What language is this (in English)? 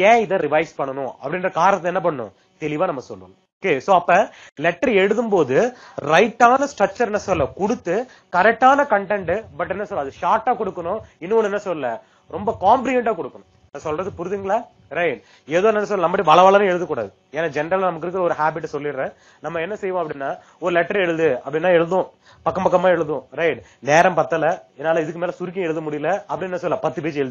Tamil